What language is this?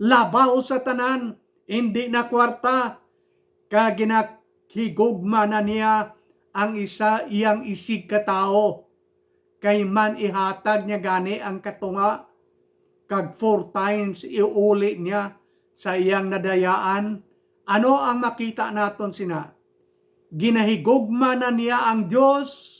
Hiligaynon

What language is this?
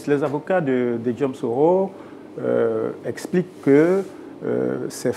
French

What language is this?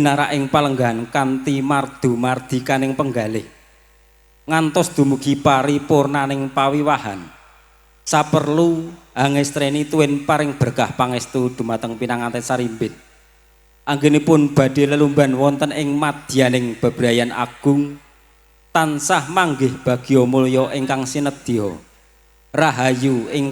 Javanese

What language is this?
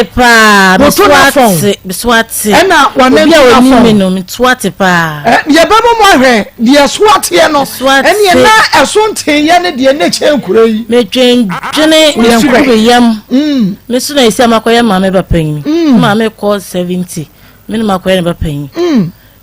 Akan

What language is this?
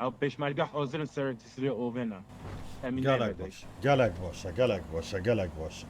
Kurdish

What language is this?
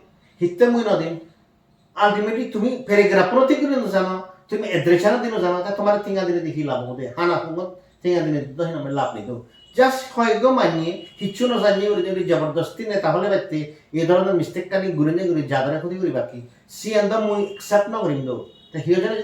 Chakma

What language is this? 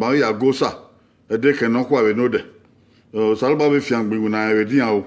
Bini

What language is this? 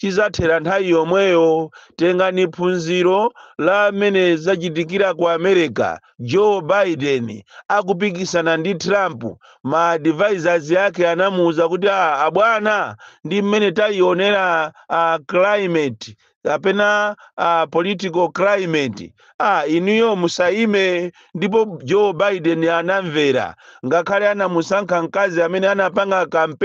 Nyanja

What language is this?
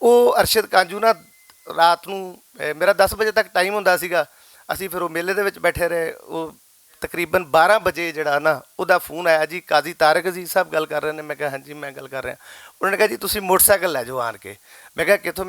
Western Panjabi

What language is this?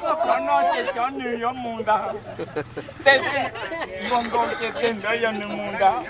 Hmong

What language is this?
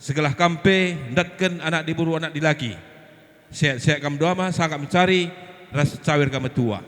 Batak Karo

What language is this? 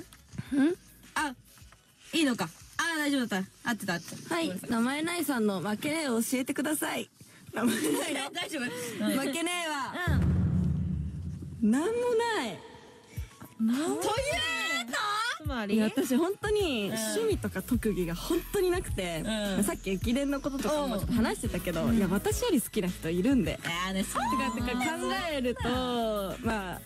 Japanese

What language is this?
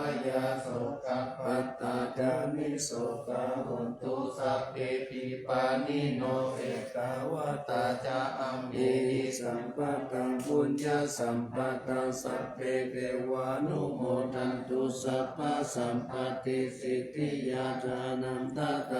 Pali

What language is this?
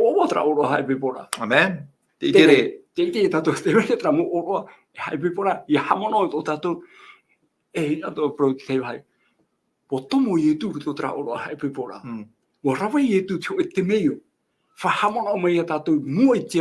Tahitian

